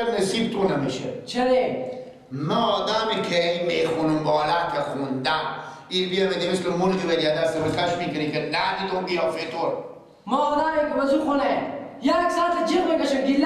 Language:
Persian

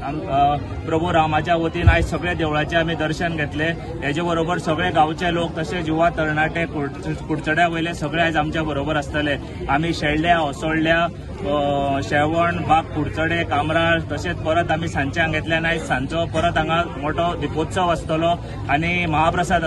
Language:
Konkani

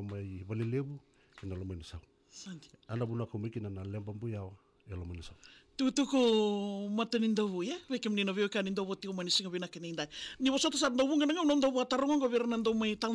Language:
Fijian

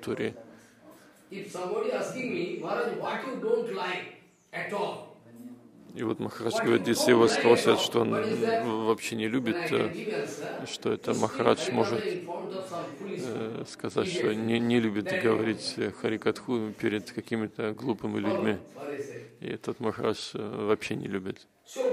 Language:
Russian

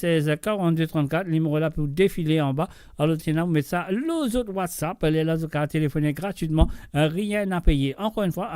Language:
Morisyen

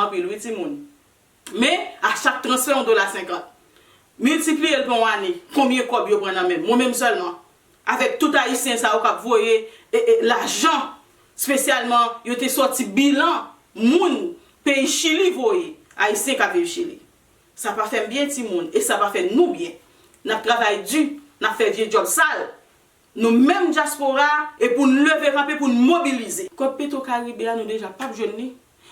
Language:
Haitian Creole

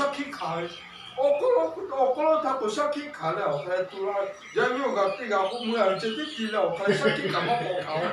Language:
Lahu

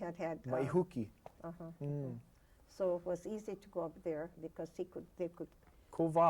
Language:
Hawaiian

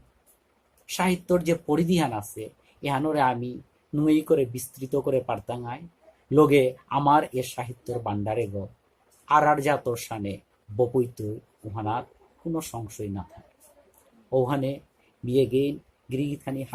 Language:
Bishnupriya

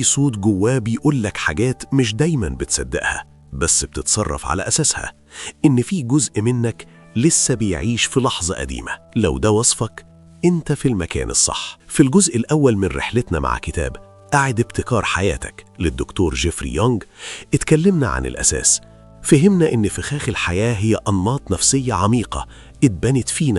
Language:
Egyptian Arabic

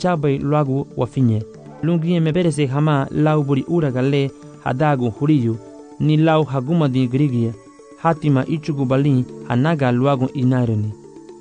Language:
Garifuna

